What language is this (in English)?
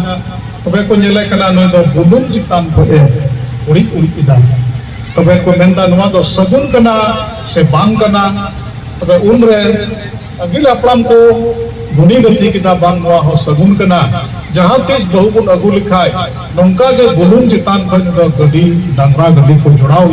Santali